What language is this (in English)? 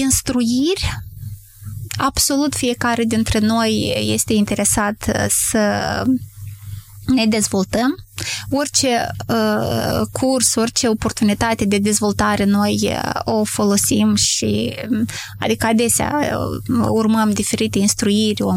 Romanian